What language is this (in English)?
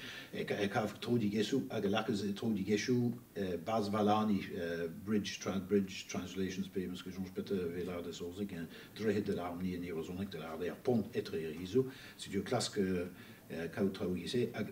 Breton